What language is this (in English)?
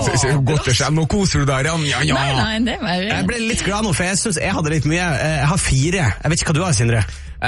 Norwegian